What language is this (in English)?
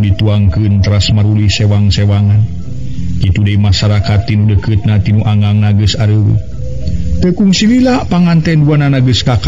Sundanese